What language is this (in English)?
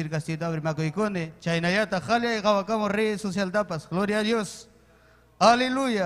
Ayacucho Quechua